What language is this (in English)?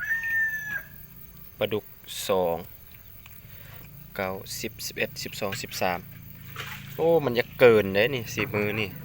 Lao